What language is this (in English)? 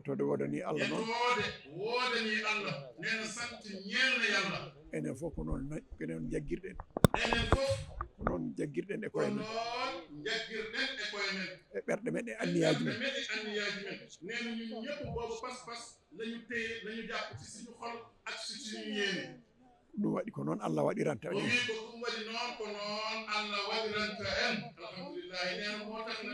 Fula